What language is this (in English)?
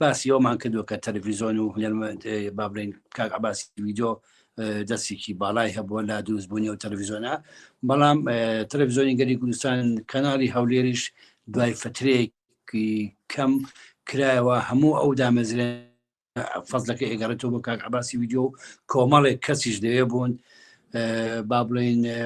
Central Kurdish